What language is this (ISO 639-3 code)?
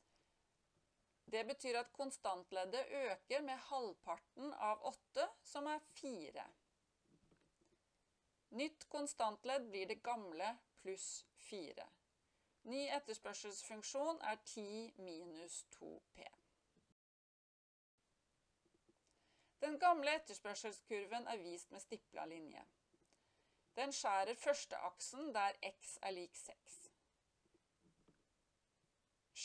nor